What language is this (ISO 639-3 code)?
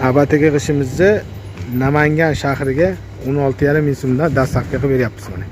uzb